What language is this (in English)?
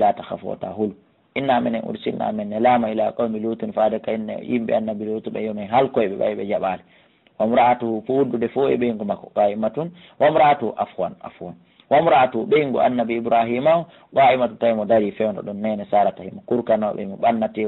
Fula